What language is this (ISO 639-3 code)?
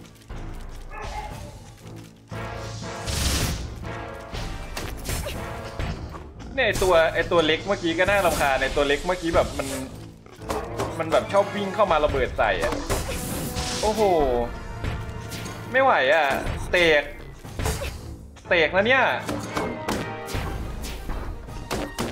tha